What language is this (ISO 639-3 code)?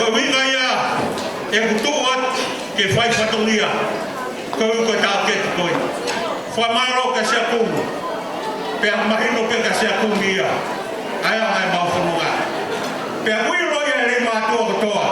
ton